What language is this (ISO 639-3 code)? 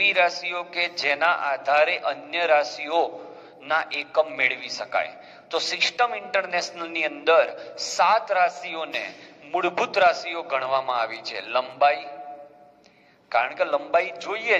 guj